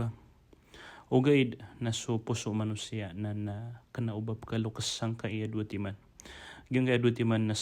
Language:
Maranao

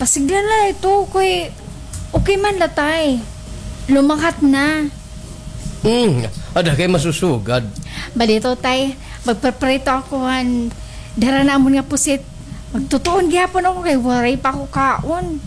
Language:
Waray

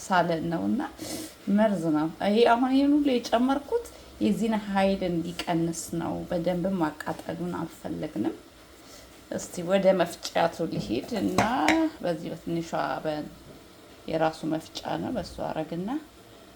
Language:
Amharic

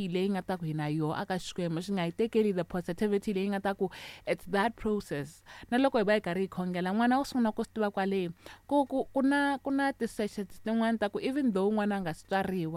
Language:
Tsonga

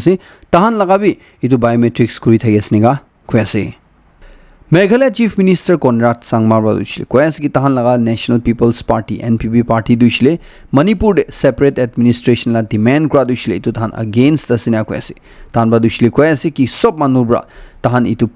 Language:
Naga Pidgin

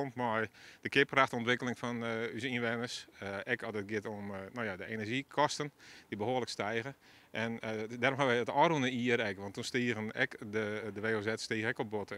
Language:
Western Frisian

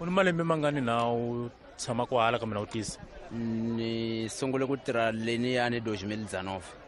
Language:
Tsonga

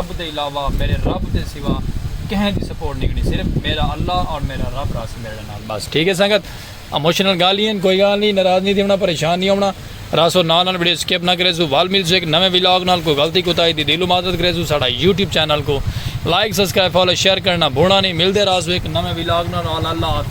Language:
Saraiki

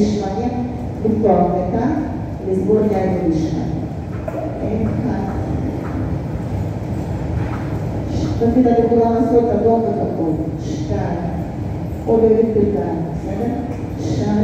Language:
Hebrew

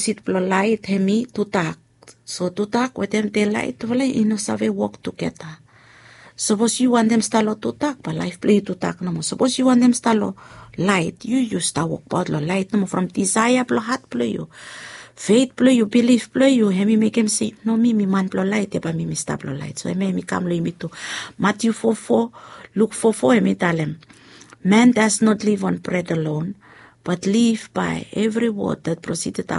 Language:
Bislama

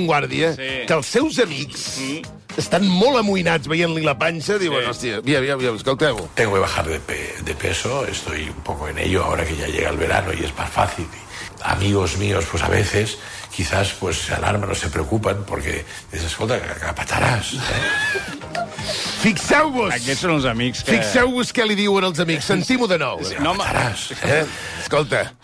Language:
Catalan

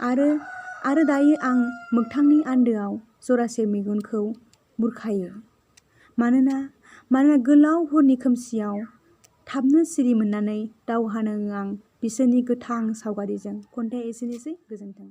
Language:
Bodo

